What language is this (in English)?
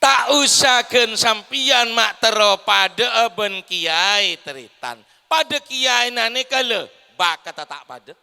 Madurese